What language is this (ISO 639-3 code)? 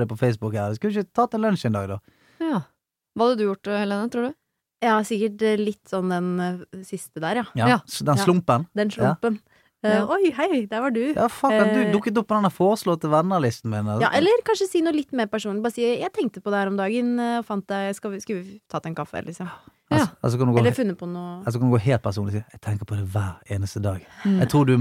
nor